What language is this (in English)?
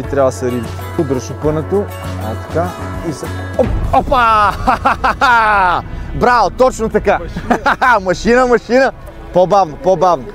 Bulgarian